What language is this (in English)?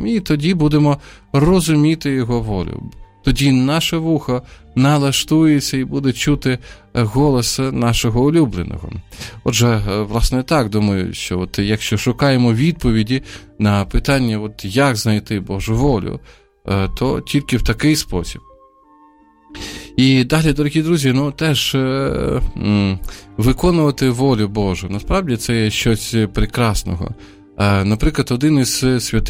Ukrainian